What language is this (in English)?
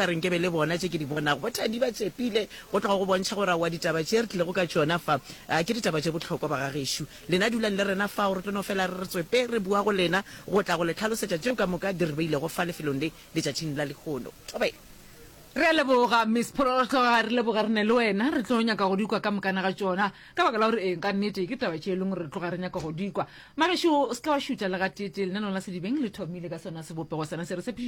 Northern Sotho